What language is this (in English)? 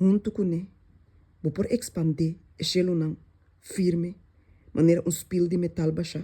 Papiamento